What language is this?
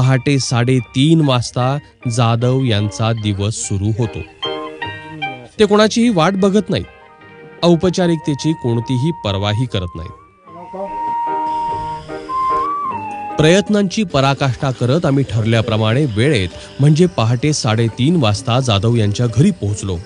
Marathi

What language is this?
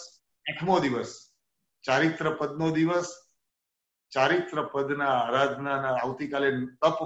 Gujarati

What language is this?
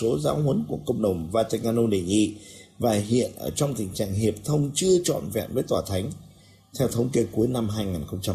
Vietnamese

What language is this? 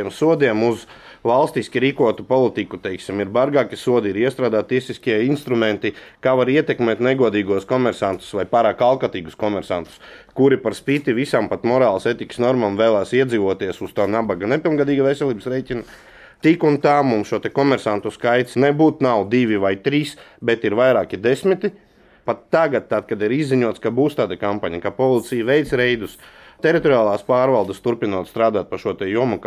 Latvian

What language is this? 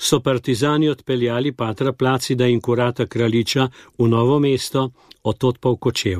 Slovenian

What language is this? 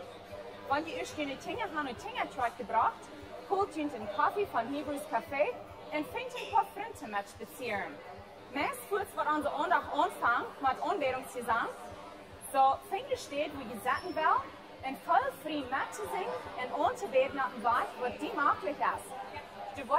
Plautdietsch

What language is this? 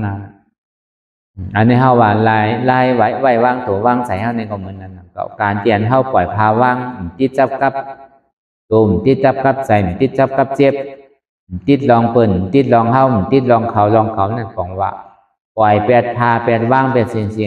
Shan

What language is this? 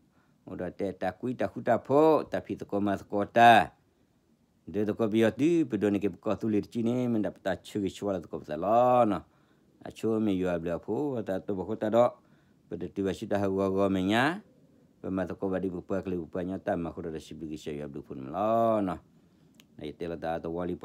S'gaw Karen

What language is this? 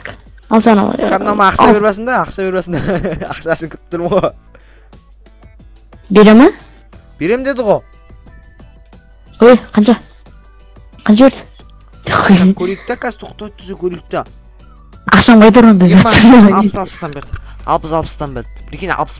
Kazakh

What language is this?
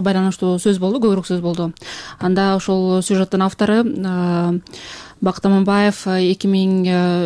Kyrgyz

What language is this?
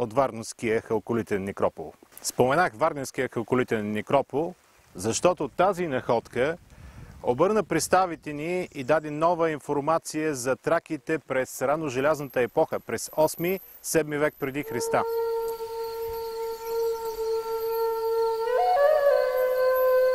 Bulgarian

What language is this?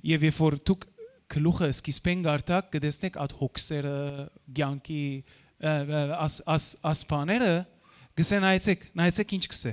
Western Armenian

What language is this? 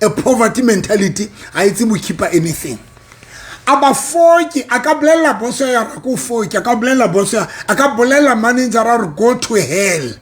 Southern Sotho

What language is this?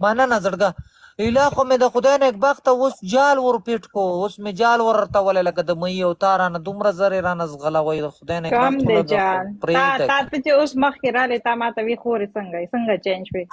Pashto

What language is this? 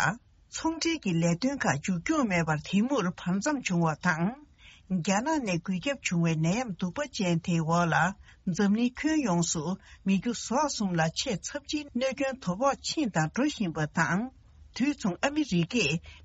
Tibetan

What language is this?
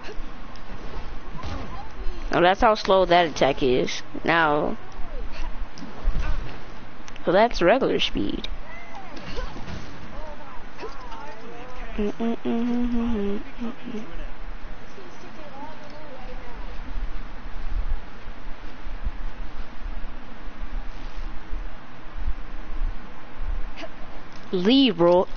English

